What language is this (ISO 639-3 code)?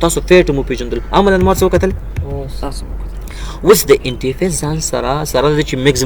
pus